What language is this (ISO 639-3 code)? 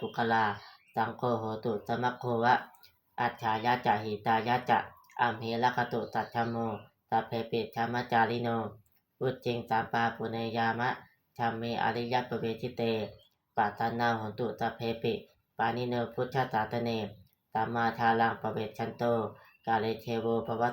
pli